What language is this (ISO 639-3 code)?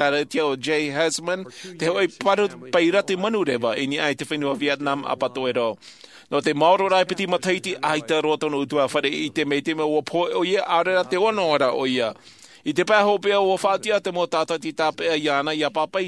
tah